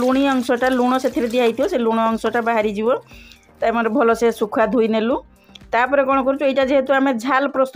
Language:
Odia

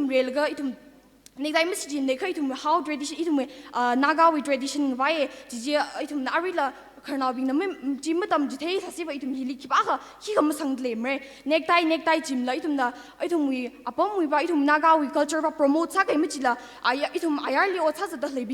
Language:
Tangkhul Naga (India)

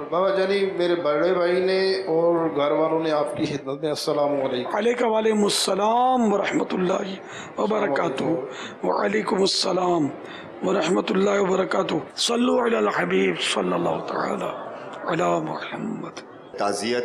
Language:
Urdu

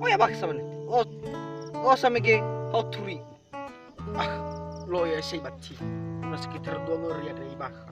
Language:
Nias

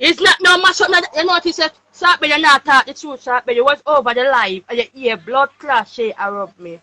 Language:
Jamaican Creole English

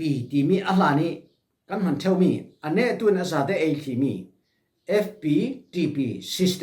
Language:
Falam Chin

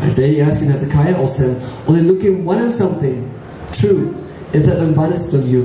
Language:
Tok Pisin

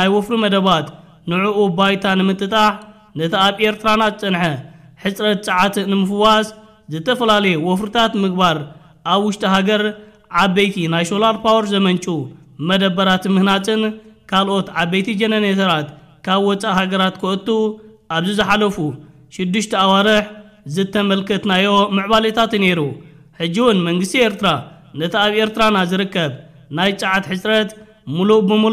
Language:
Tigrinya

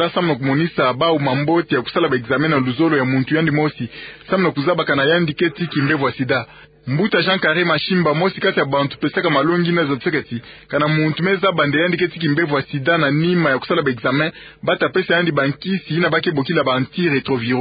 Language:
Kituba (Democratic Republic of Congo)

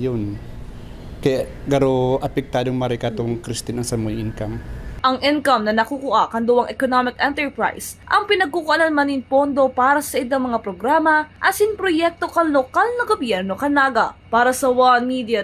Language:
Bikol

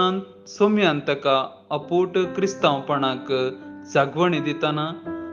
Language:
Konkani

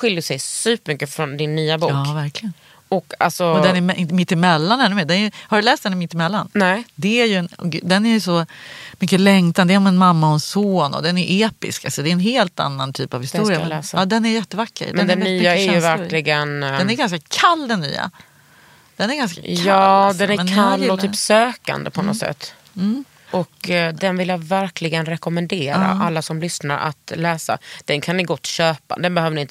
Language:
Swedish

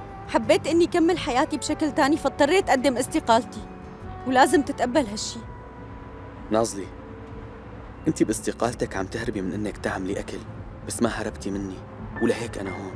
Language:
North Levantine Arabic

